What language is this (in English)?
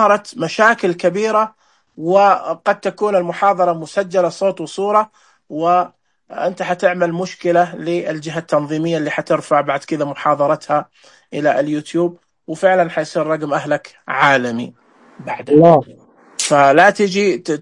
Najdi Arabic